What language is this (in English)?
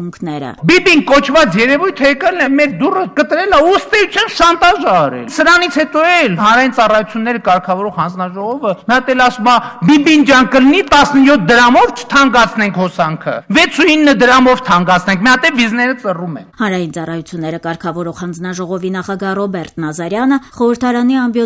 Armenian